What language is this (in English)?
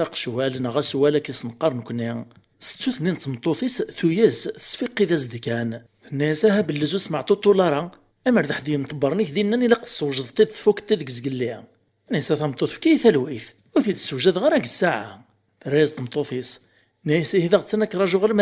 Kabyle